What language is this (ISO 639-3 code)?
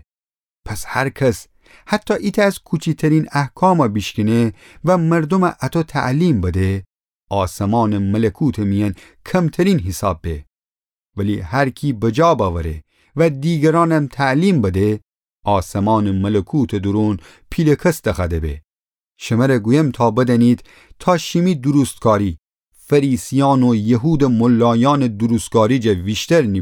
glk